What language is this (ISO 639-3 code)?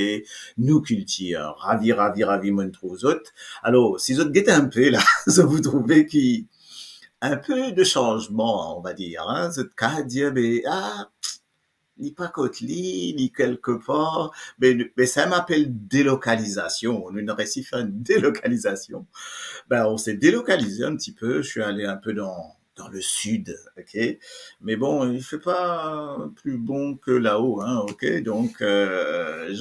mfe